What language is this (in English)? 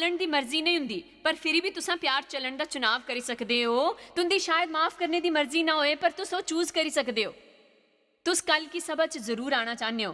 Dogri